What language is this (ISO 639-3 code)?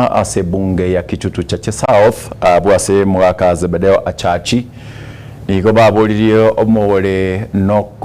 guz